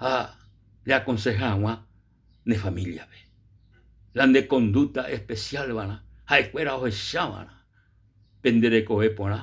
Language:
Guarani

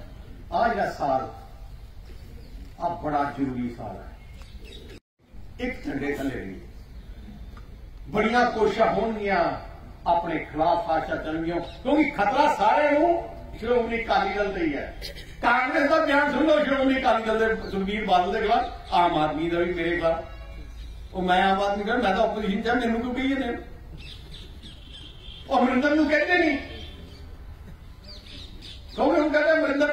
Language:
Punjabi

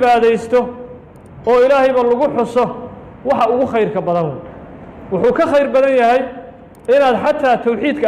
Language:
Somali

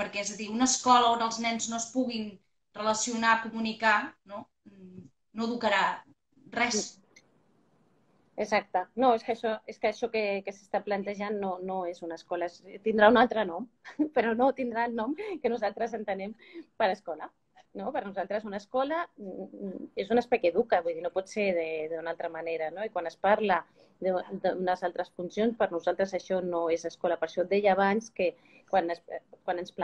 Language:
Catalan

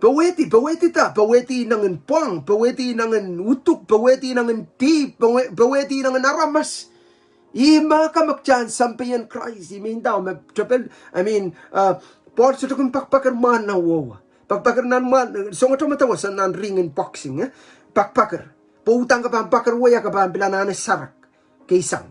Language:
Pohnpeian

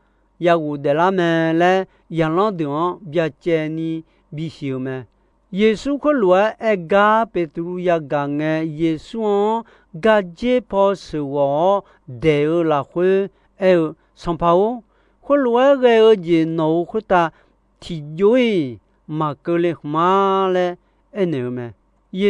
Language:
Akha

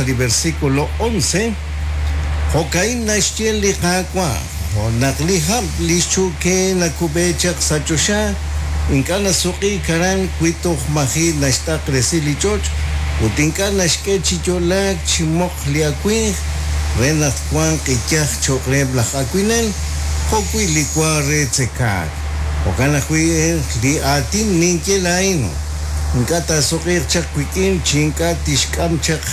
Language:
Kekchí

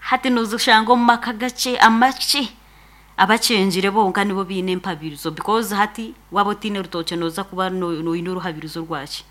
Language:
Nyankole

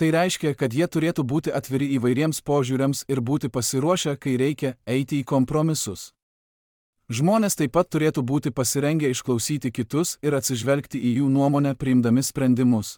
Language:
Lithuanian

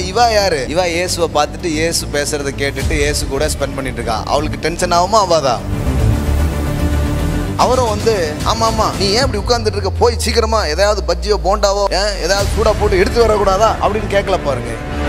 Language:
Tamil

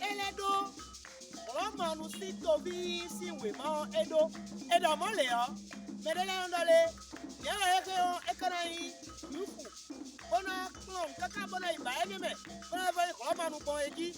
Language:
Fon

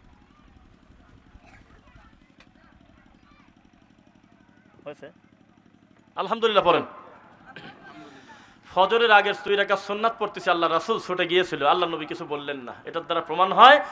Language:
Bangla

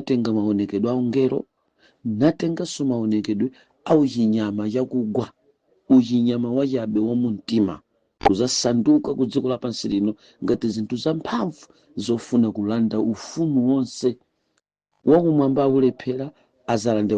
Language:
Nyanja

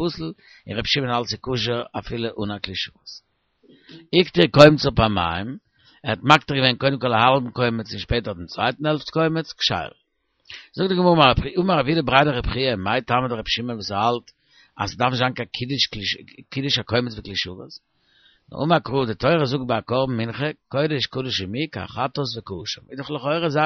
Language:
Yiddish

